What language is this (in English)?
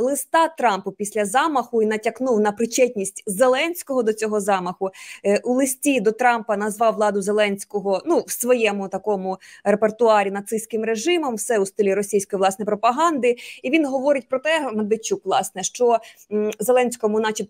Ukrainian